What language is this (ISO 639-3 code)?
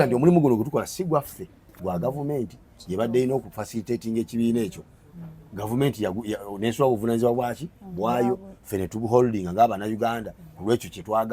lug